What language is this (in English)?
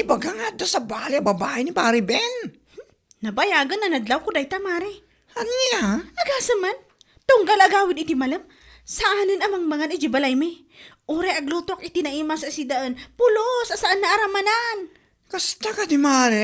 Iloko